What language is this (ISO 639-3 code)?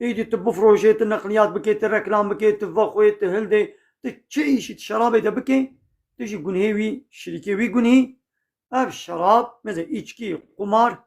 kur